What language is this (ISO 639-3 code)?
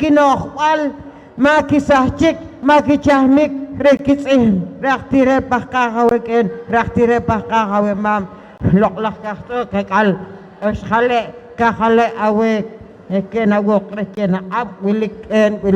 poh